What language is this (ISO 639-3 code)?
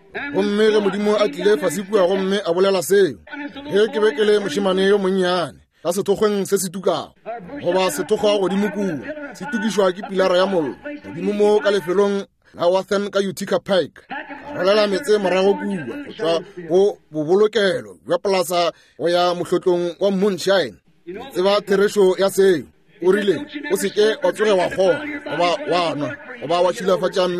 nso